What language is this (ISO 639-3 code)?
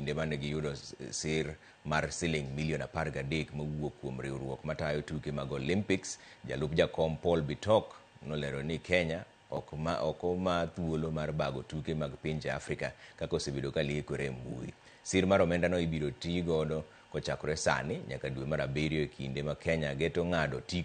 luo